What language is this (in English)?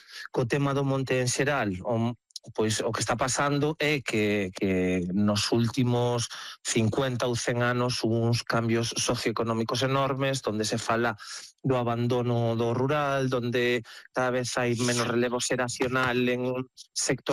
Galician